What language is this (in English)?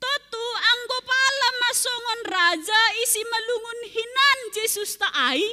Batak Simalungun